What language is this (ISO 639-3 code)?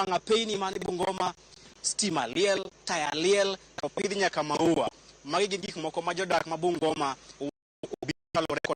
luo